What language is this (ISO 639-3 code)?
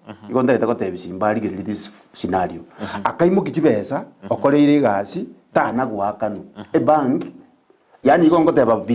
guz